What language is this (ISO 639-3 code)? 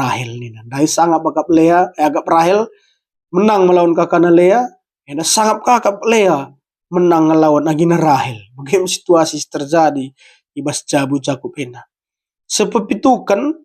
btx